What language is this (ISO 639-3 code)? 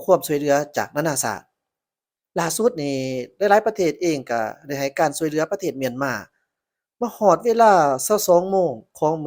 lao